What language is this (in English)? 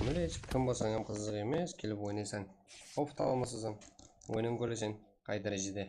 Kara-Kalpak